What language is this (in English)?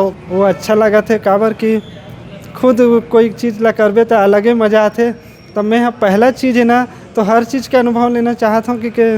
Chhattisgarhi